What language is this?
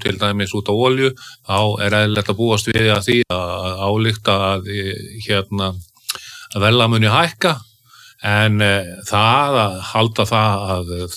Icelandic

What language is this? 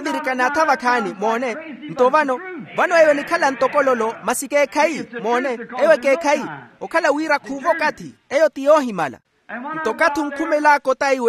Makhuwa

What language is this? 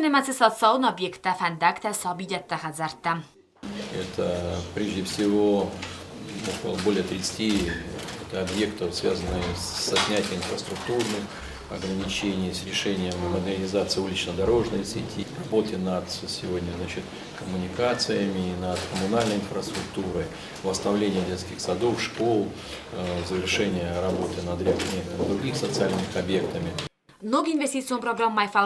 Ossetic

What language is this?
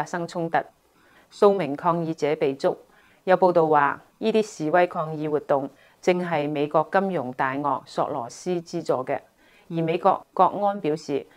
Cantonese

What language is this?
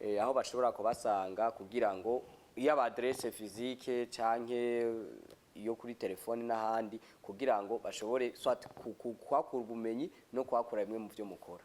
Rundi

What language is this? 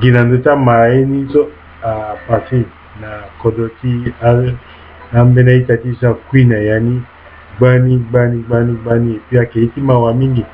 Sango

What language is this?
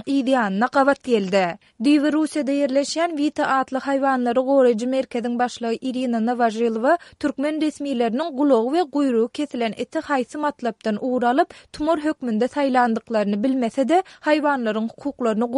Turkmen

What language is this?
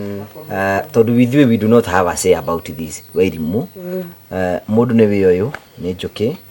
Kikuyu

